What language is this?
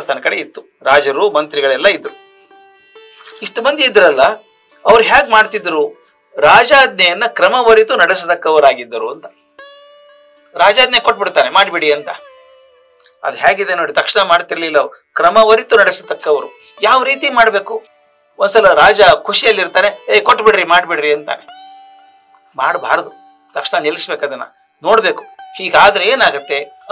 Kannada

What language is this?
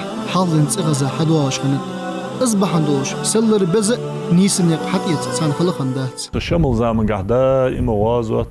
Ingush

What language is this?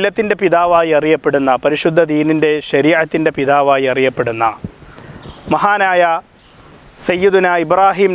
Malayalam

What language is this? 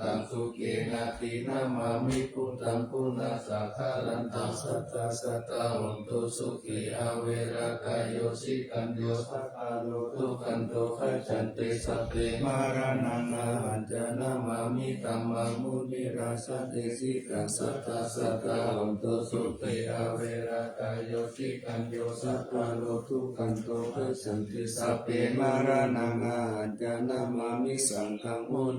Pali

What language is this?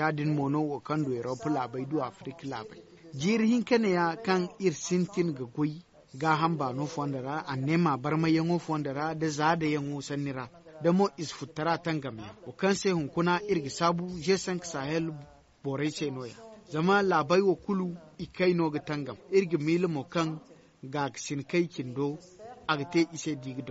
Zarma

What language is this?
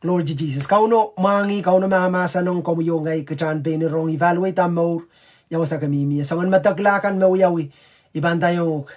Pohnpeian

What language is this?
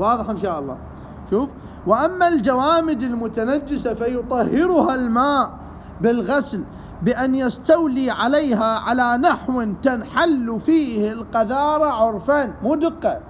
Mesopotamian Arabic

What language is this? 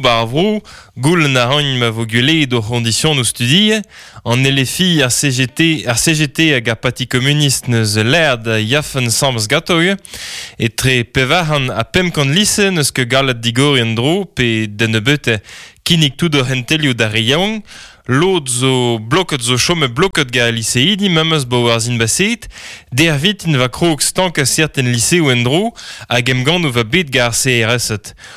Breton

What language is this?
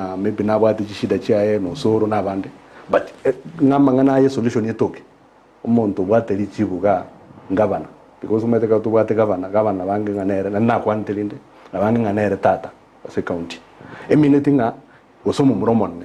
Gusii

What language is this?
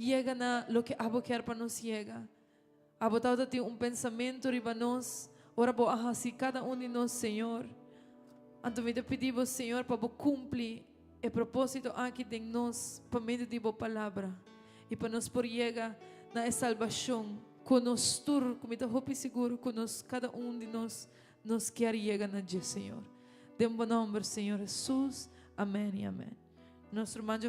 Papiamento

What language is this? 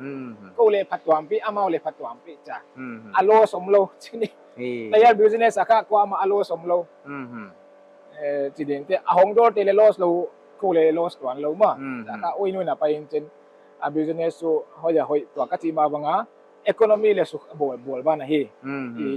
Paite Chin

